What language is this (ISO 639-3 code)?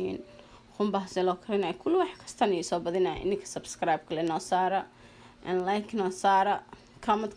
som